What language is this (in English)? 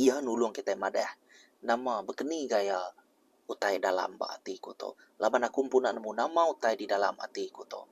Iban